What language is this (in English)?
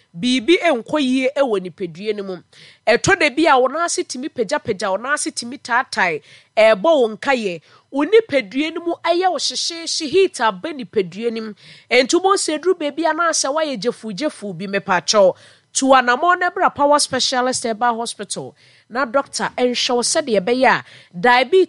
Akan